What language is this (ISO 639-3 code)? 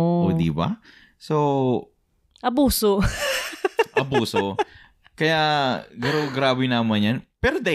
bik